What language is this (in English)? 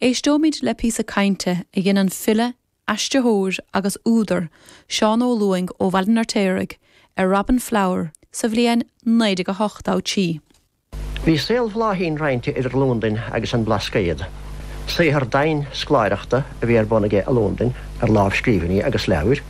Irish